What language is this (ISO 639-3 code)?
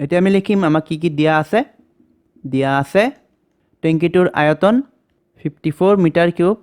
asm